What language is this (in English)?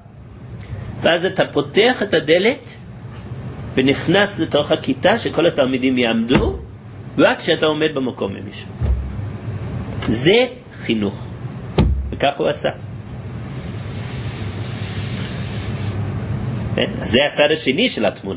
Hebrew